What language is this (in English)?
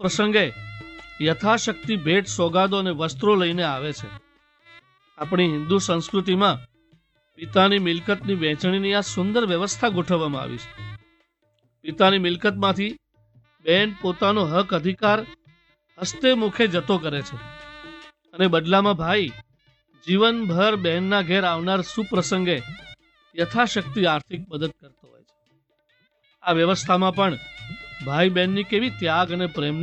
Gujarati